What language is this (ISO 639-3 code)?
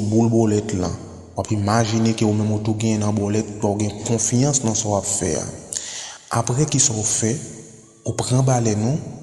hat